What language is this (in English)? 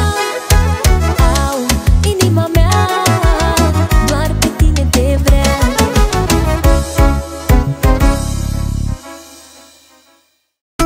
Romanian